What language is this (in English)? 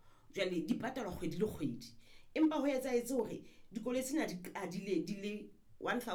Southern Sotho